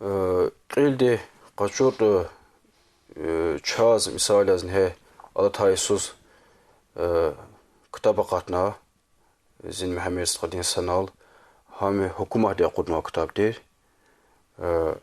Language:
Lezghian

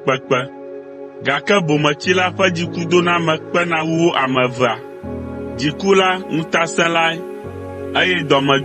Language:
Ewe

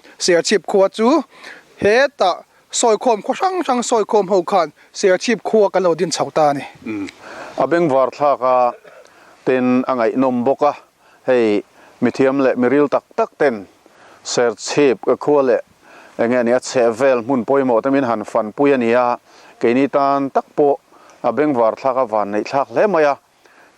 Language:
Mizo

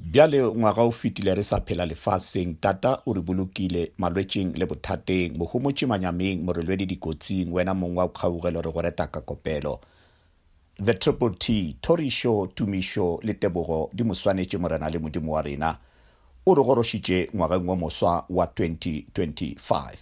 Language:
Northern Sotho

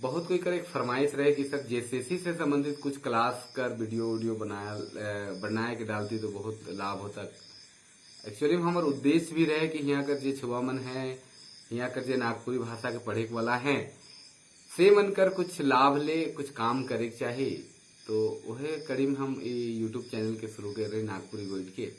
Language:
Sadri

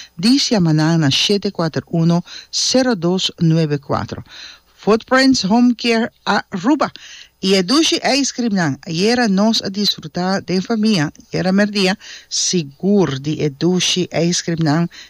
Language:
Papiamento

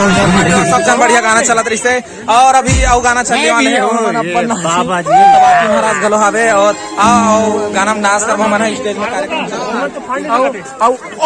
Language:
Chhattisgarhi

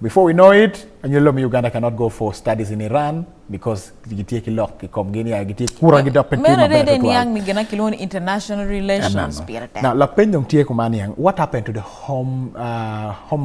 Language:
Acoli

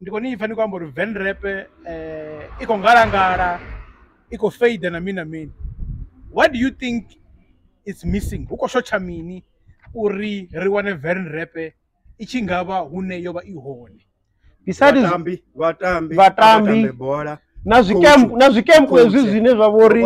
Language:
Venda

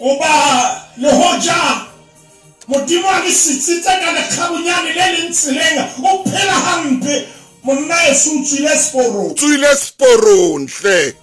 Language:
Southern Sotho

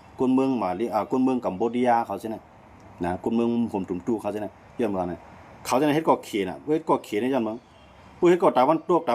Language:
Shan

